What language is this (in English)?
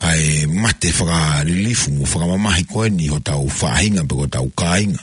Tongan